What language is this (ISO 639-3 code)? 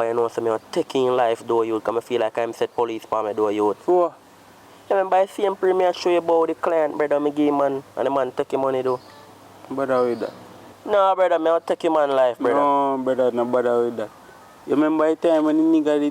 jam